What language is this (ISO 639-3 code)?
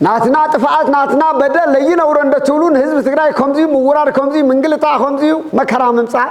tir